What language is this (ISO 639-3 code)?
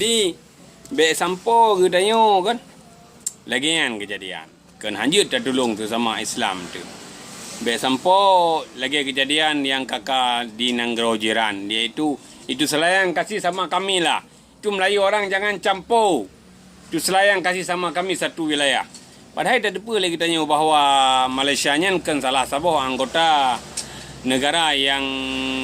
ace